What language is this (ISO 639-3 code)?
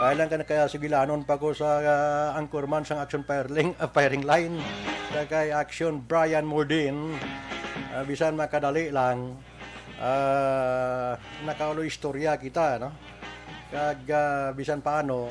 hil